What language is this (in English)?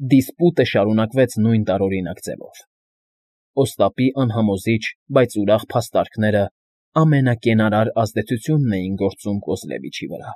Armenian